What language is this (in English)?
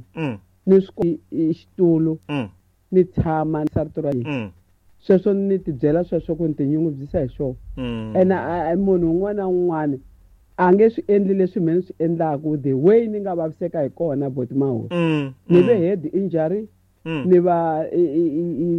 Tsonga